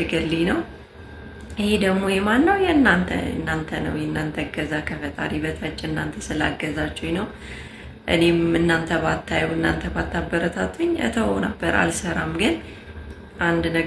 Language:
Amharic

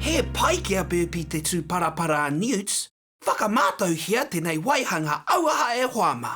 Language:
Māori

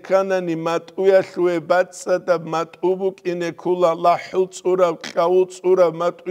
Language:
Avaric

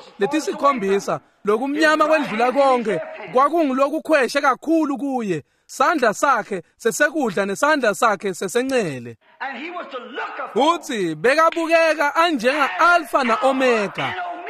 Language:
Swati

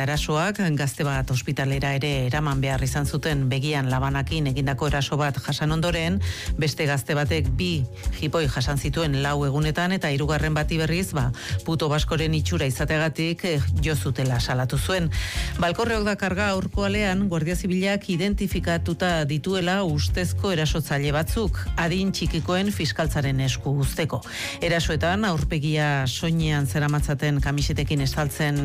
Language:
Basque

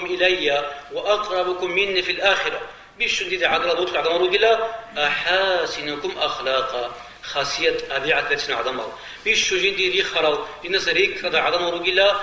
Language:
Avaric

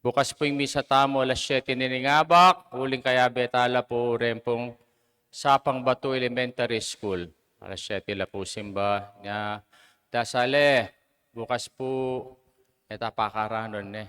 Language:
Pampanga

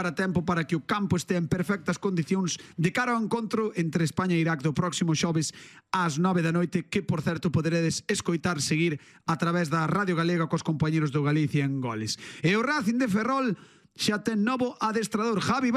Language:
Galician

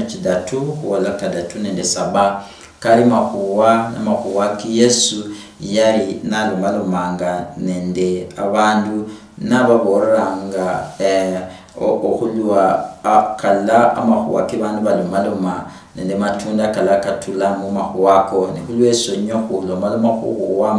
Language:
Luyia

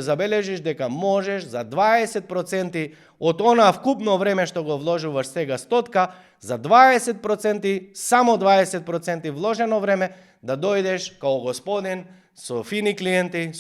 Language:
Macedonian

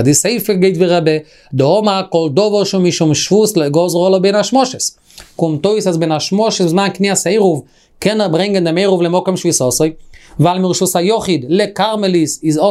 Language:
Yiddish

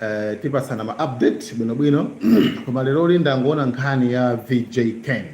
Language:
Nyanja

